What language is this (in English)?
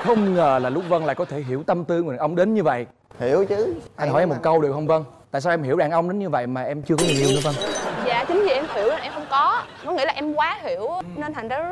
Vietnamese